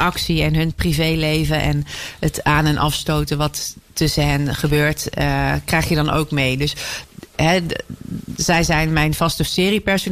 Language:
Dutch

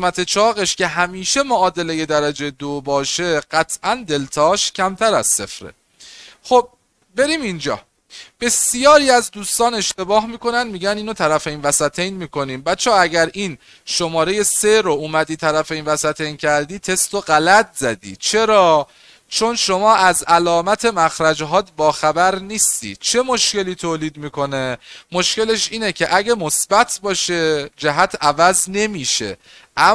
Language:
Persian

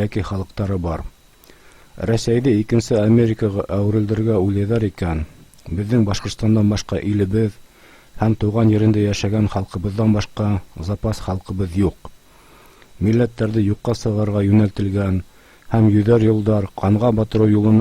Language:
Bashkir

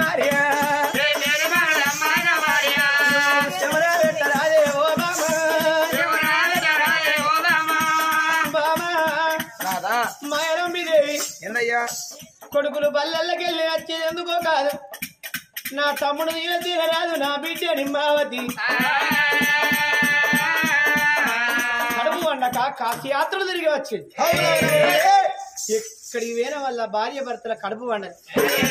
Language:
Telugu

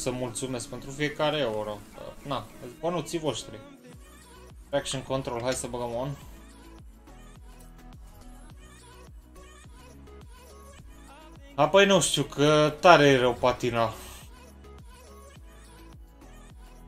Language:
Romanian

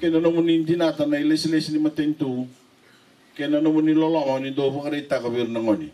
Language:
Fijian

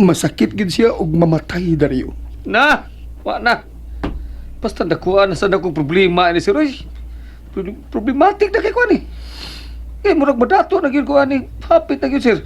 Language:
Cebuano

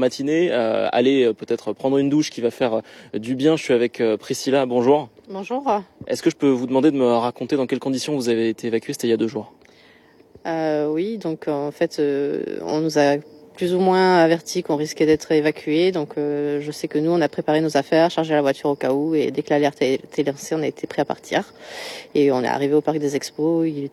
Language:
French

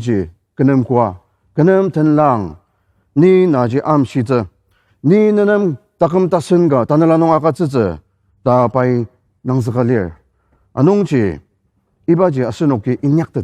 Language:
Ao Naga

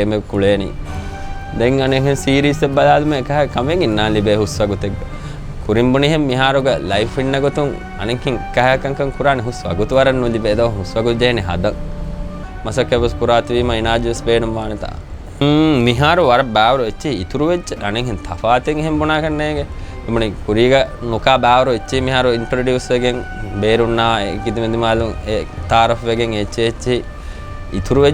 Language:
Divehi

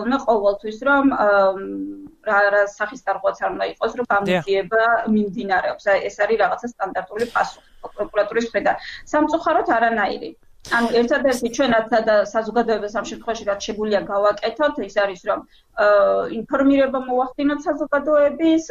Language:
Georgian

